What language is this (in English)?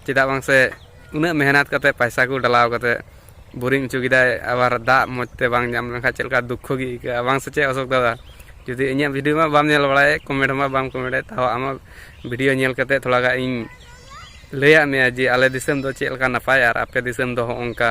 Santali